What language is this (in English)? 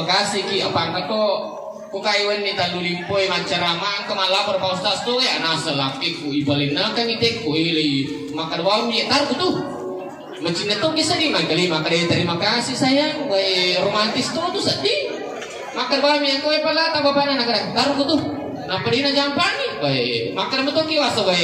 Buginese